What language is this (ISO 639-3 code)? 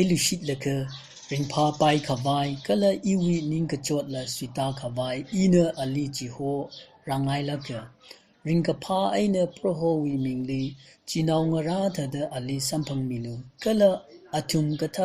nmf